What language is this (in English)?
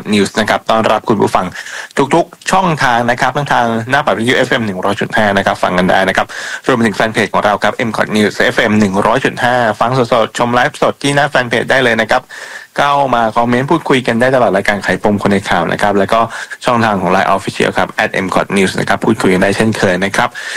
Thai